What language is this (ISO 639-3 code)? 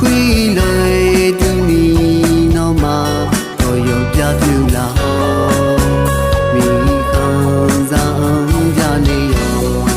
ahk